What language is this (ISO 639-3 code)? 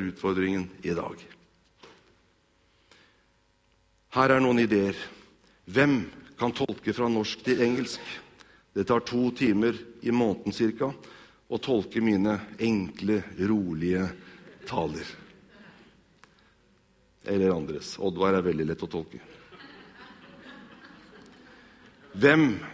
nor